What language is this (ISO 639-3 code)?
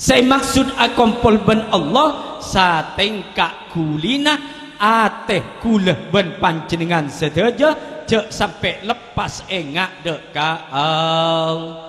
mad